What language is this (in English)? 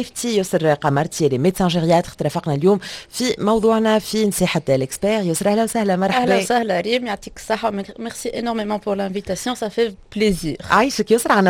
Tunisian Arabic